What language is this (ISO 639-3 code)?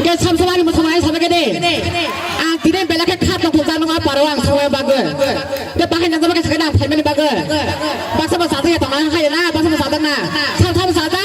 trp